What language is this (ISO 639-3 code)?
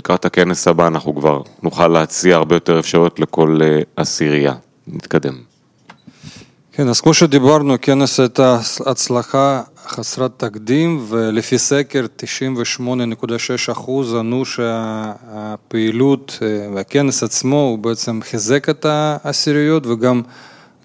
heb